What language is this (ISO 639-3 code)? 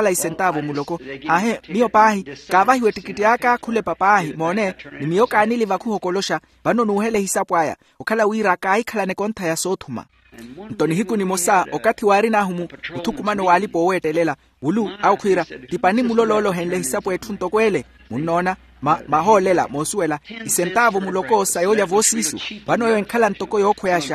vmw